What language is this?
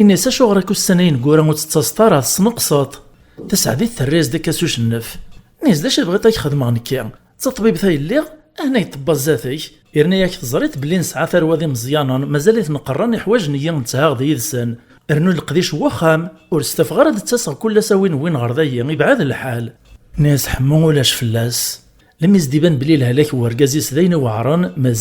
Kabyle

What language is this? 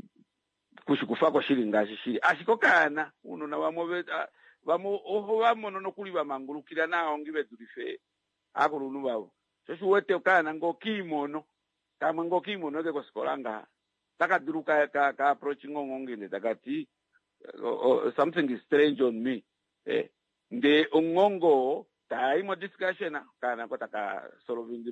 Kuanyama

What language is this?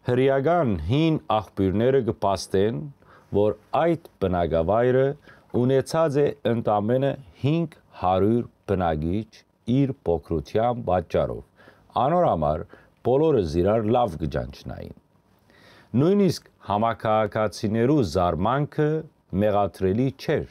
Western Armenian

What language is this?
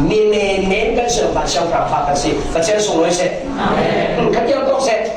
Falam Chin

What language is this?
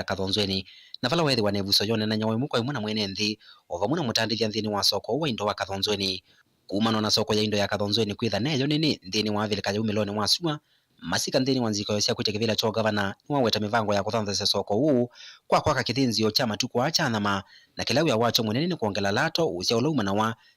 Kamba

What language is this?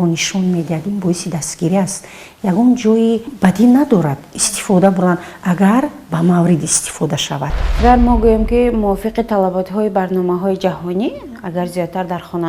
Tajik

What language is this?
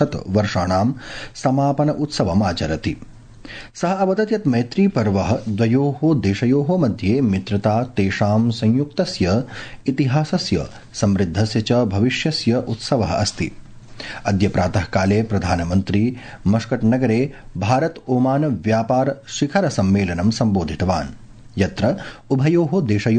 Sanskrit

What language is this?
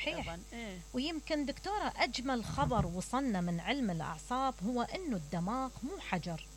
Mesopotamian Arabic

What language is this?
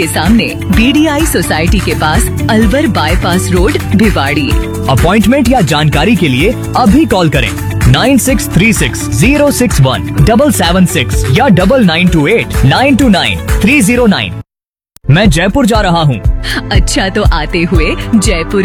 Hindi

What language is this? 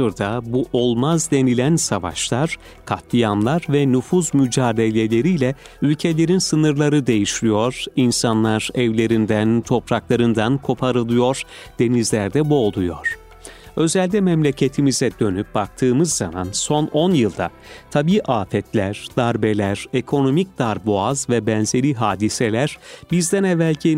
Turkish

